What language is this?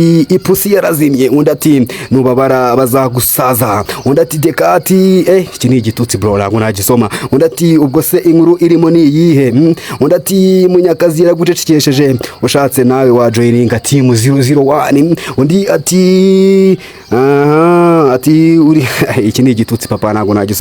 Kinyarwanda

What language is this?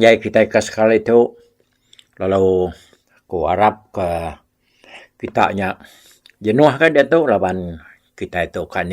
Iban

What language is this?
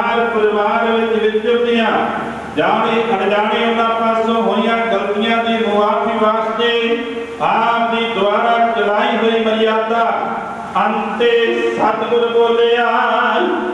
Punjabi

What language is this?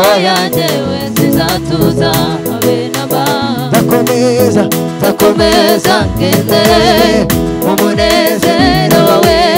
Kinyarwanda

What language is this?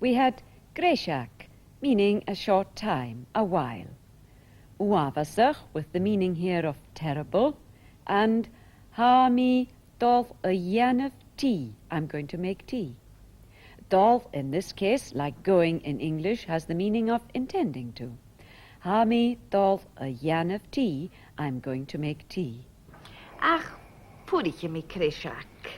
Scottish Gaelic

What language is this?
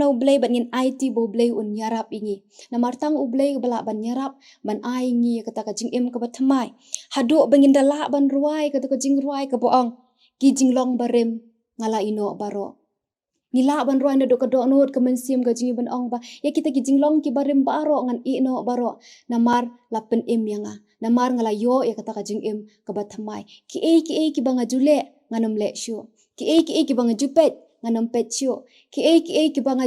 Khasi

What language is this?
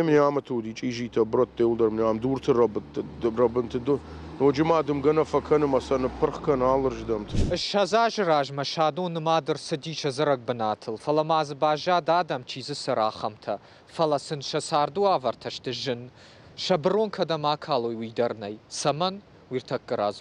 Ossetic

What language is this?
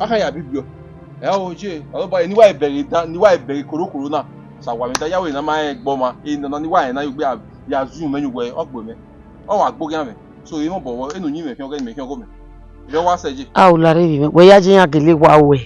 Bini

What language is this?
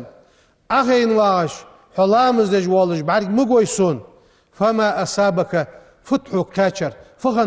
Ingush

